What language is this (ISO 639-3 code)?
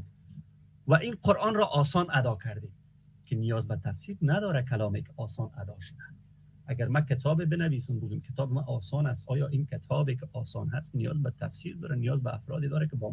fas